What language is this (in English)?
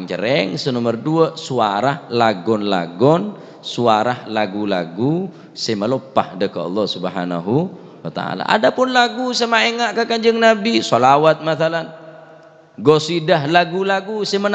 Madurese